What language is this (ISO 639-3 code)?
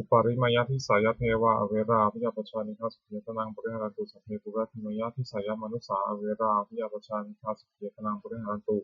pli